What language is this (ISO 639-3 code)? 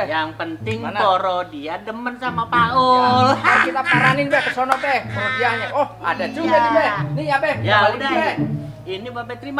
bew